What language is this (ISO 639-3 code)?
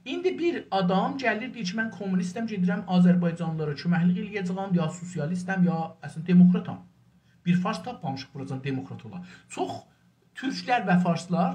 azb